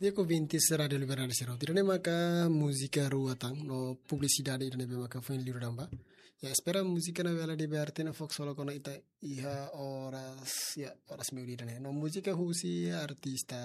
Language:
Tetum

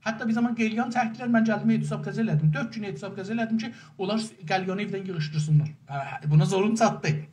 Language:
South Azerbaijani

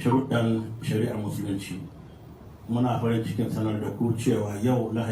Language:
Hausa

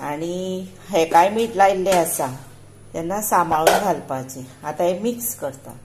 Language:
Konkani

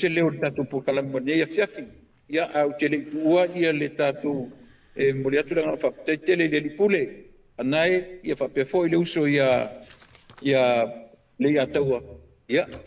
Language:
Samoan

